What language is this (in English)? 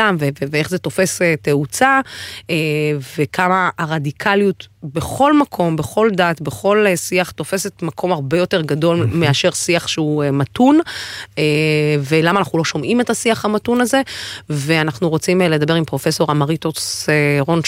Hebrew